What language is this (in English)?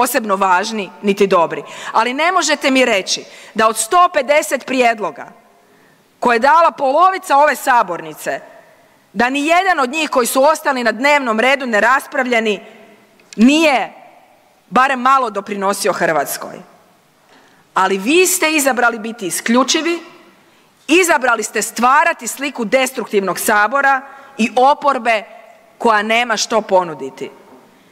Croatian